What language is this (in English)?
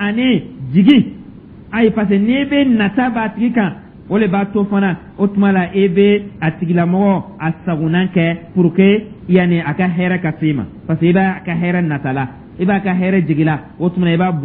Dyula